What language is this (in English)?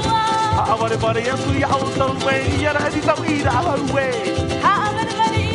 Tahitian